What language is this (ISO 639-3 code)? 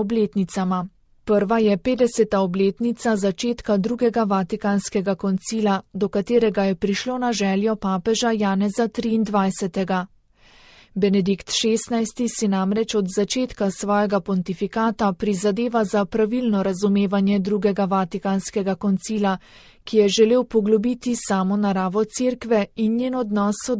slv